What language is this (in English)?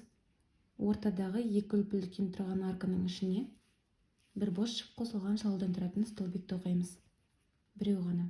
Kazakh